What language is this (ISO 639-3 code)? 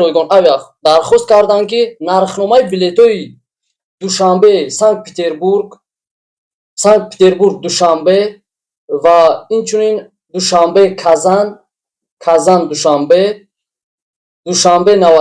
tgk